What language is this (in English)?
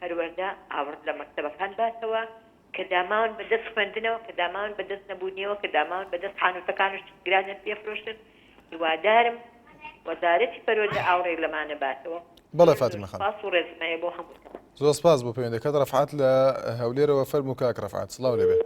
Central Kurdish